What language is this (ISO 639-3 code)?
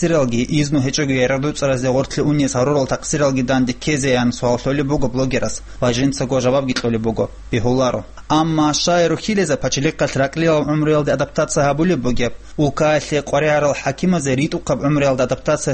ava